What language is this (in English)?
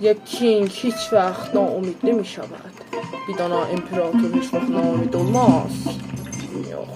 South Azerbaijani